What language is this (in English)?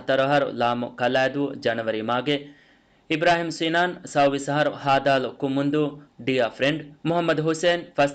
Divehi